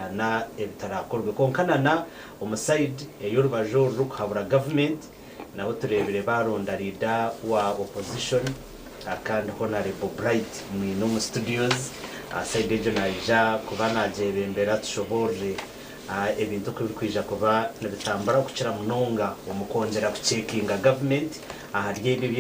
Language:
Nyankole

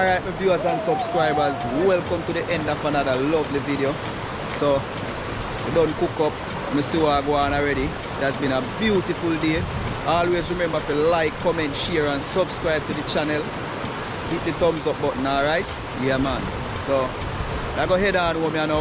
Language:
Jamaican Creole English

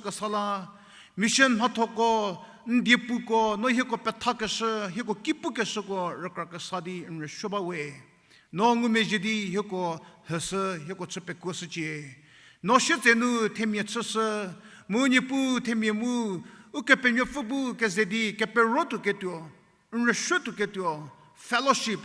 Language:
Angami Naga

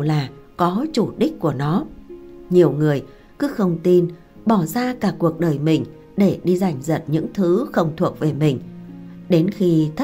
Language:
Vietnamese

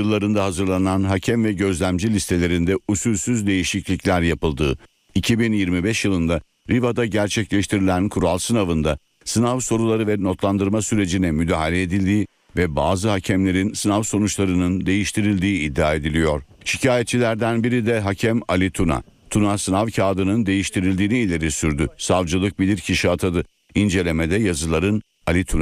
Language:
Turkish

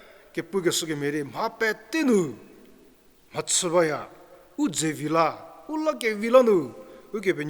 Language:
Angami Naga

